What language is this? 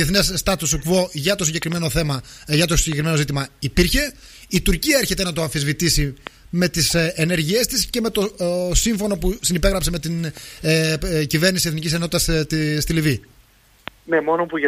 Greek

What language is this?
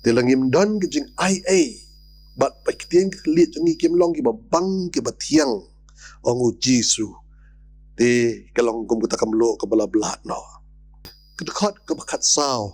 Khasi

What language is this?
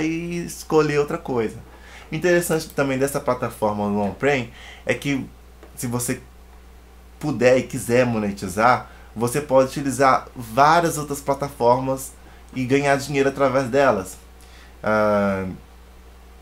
Portuguese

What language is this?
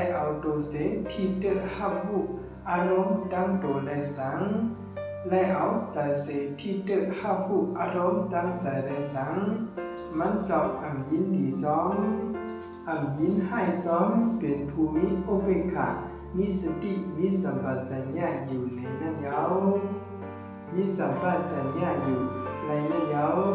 Shan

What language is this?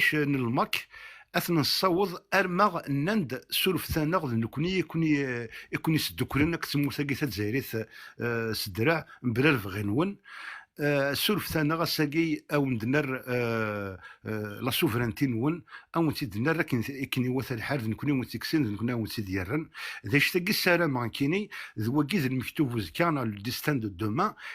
Kabyle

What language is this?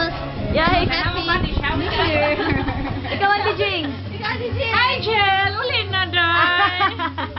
Cebuano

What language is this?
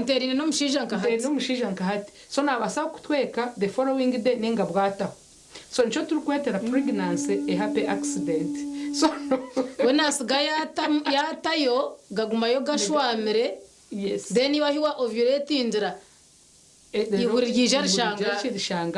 Nyankole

